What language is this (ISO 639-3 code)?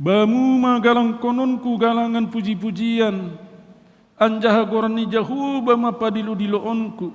bts